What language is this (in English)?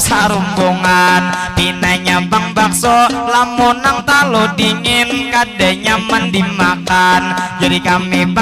Banjar